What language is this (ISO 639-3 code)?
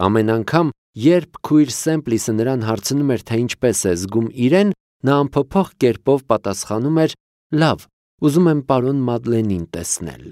hye